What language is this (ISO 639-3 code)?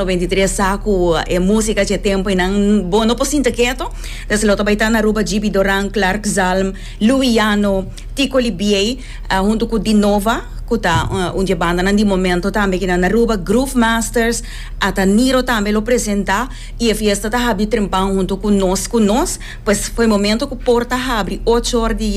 pap